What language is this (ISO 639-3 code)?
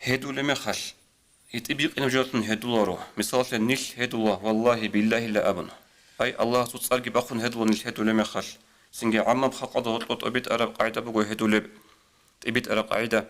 ava